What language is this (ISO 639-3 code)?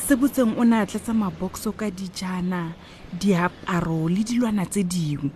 tsn